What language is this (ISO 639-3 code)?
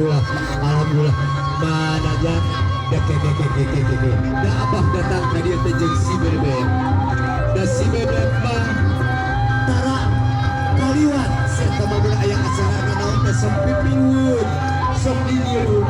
sun